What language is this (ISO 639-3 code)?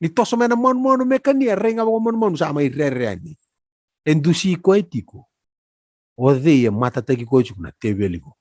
fij